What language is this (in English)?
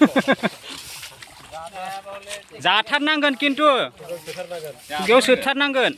Bodo